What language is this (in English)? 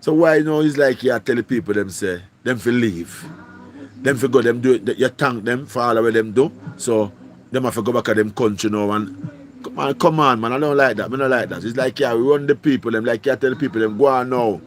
Jamaican Creole English